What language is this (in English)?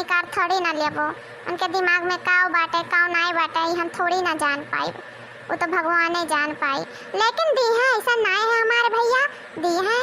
Awadhi